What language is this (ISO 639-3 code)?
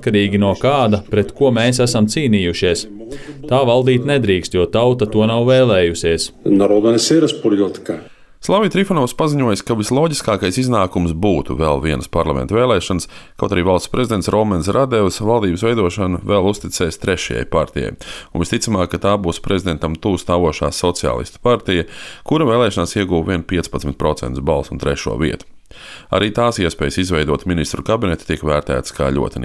lav